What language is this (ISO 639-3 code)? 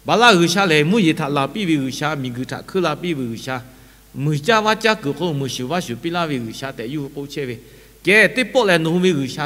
lhu